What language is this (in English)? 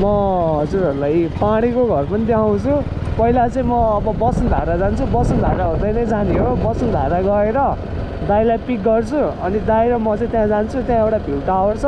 Nepali